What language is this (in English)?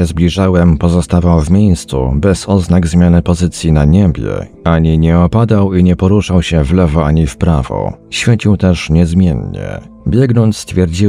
Polish